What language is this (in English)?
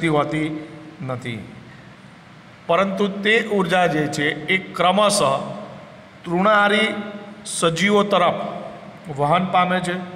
Gujarati